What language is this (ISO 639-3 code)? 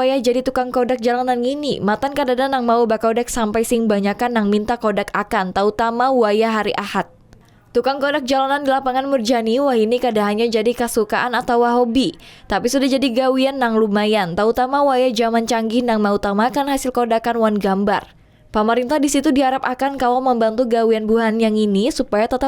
bjn